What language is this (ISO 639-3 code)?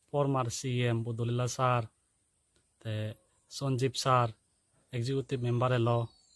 ccp